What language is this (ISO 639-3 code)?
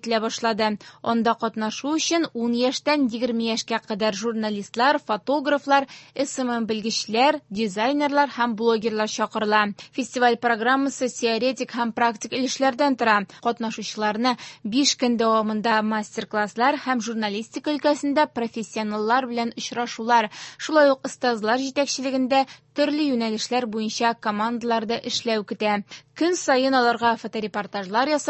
tat